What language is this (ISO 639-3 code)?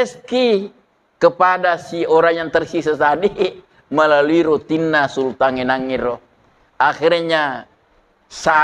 bug